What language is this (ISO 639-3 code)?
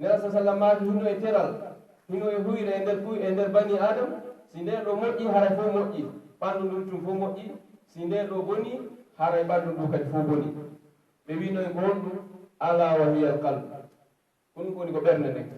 fuf